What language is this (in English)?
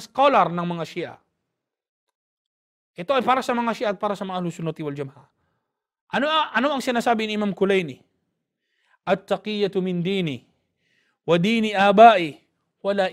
Filipino